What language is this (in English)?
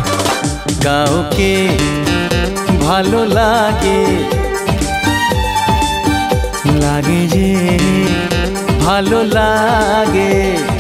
Bangla